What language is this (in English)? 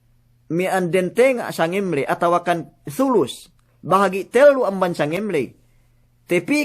Yakan